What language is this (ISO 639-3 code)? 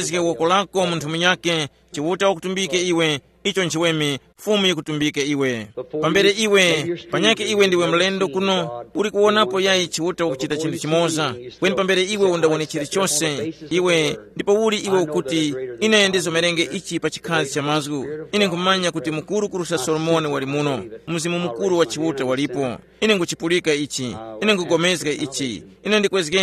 tum